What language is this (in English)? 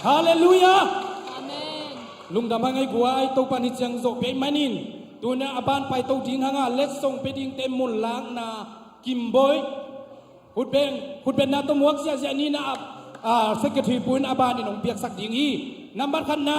Tedim Chin